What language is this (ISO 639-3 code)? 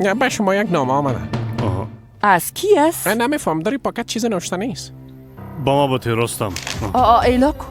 fas